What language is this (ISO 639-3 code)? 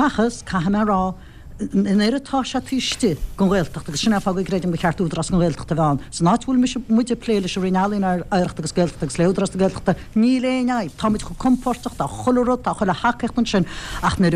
gle